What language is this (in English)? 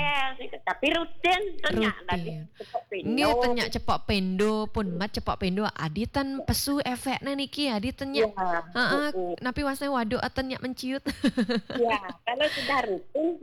Balinese